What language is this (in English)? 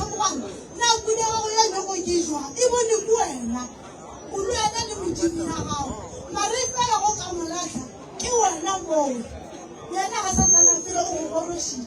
Northern Sotho